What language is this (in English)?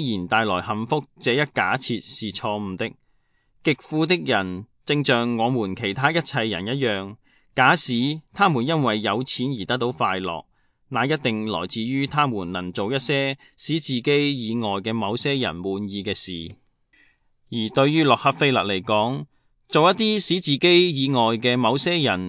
Cantonese